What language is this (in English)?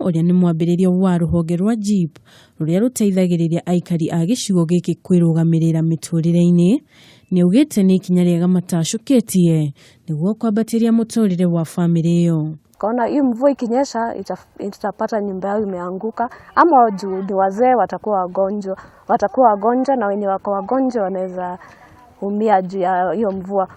Kikuyu